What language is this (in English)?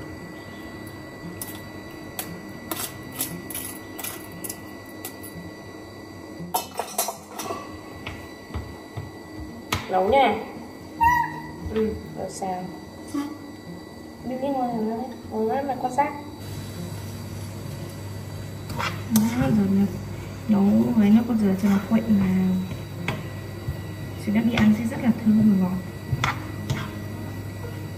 Vietnamese